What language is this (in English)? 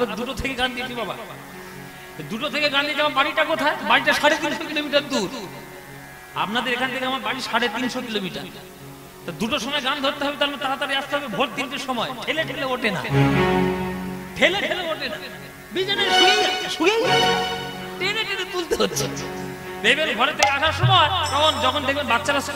Bangla